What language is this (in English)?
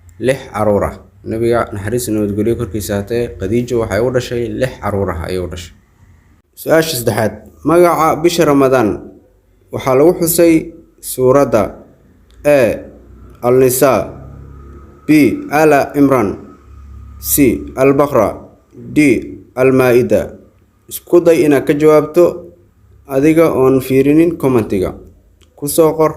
Somali